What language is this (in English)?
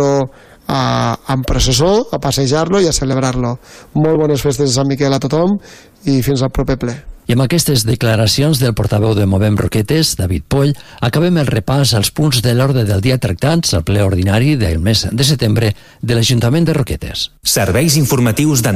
Catalan